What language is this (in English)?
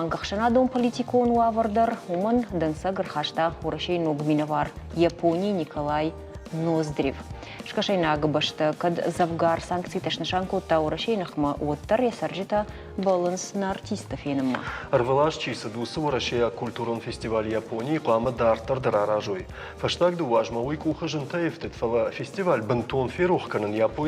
Ossetic